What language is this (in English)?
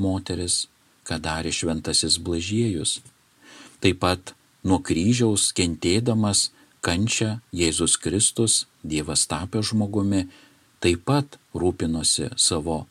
Lithuanian